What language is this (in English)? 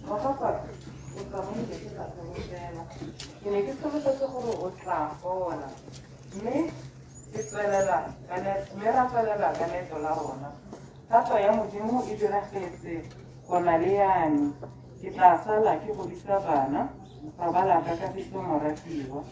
Tswana